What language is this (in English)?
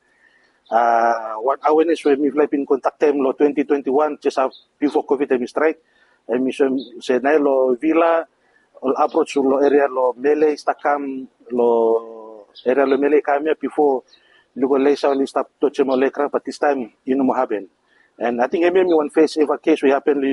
Bislama